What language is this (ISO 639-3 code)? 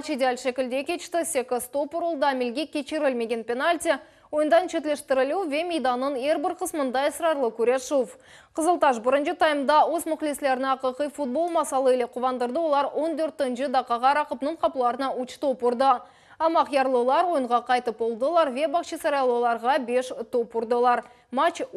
crh